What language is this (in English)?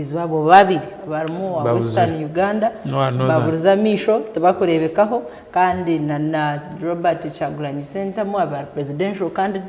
Nyankole